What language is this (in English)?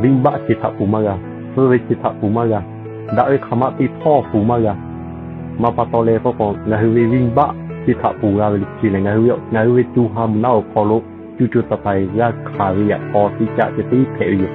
Lahu